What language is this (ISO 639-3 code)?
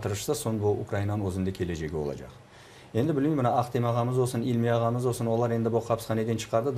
crh